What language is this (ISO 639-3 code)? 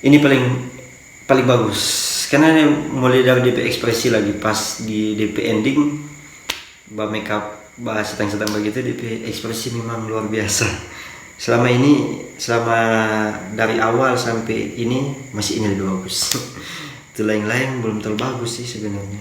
xmm